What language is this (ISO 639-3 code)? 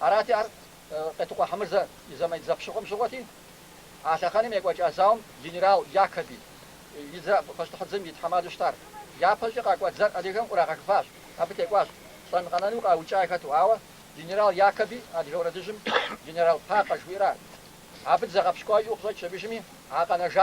kbd